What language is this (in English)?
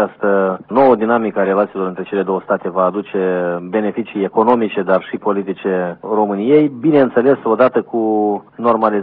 Romanian